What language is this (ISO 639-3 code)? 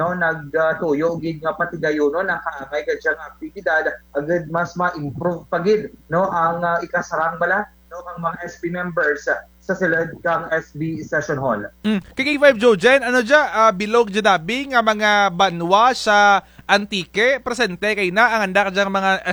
krj